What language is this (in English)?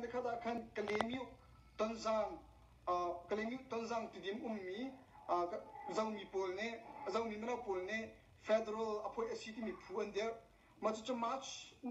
Tedim Chin